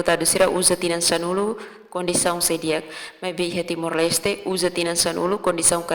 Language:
Tetum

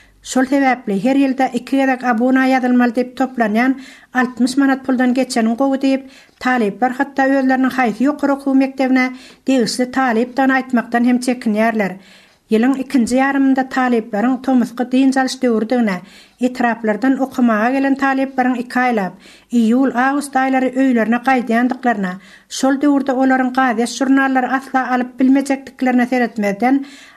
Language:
Turkmen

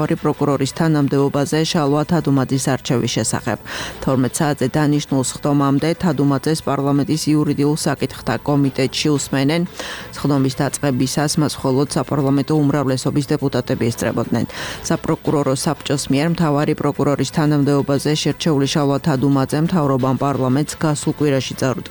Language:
Georgian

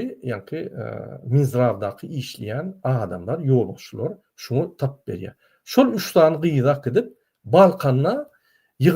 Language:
Turkmen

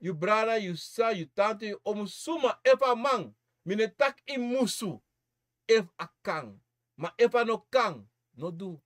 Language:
Sranan Tongo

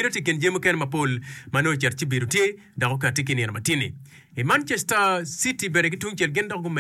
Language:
Acoli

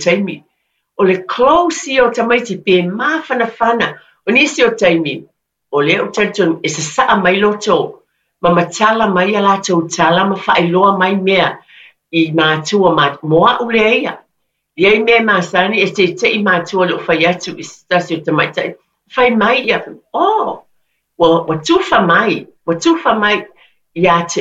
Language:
Samoan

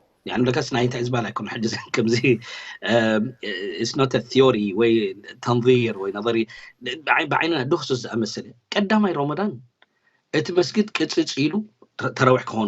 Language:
Tigrinya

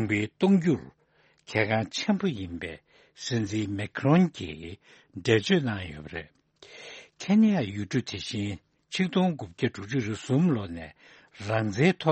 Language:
Tibetan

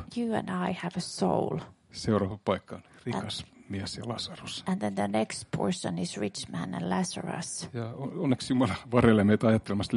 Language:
Finnish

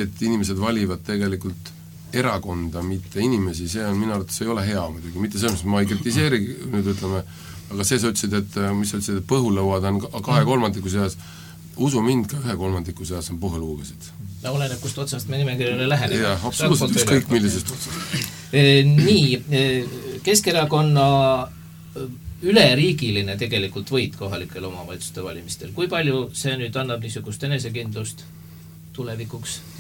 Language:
Estonian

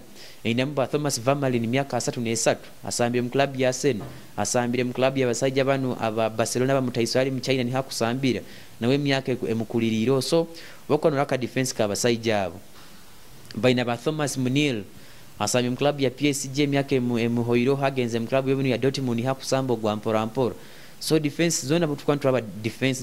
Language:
Nyoro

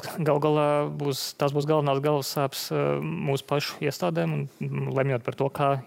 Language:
Latvian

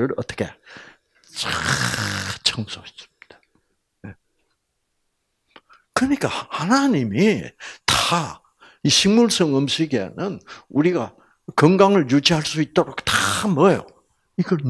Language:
Korean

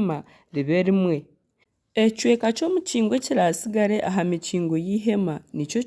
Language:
Nyankole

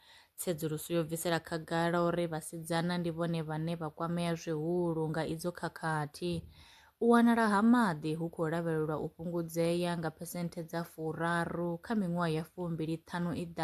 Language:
Venda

